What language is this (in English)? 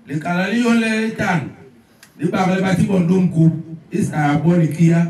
Basaa